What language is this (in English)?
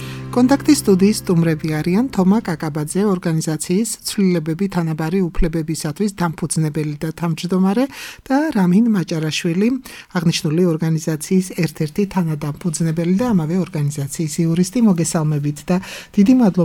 Georgian